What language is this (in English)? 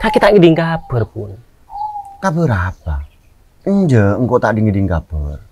Madurese